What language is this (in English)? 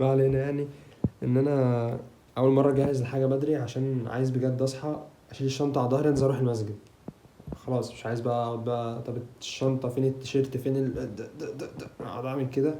Egyptian Arabic